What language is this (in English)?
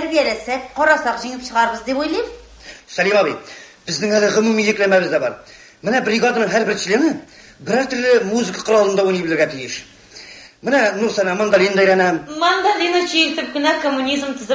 Tatar